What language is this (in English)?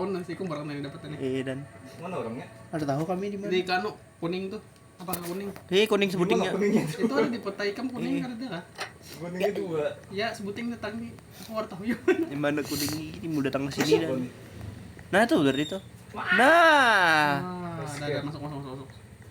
Banjar